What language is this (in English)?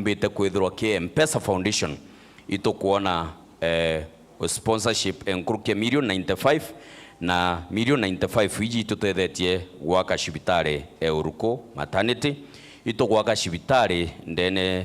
Meru